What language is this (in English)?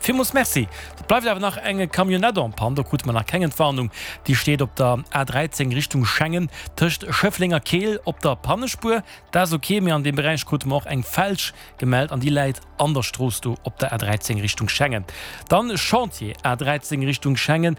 Luxembourgish